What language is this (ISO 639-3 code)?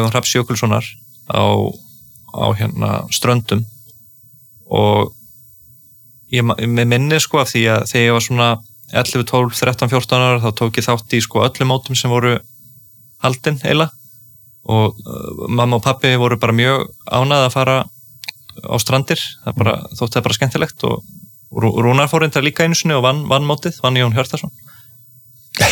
isl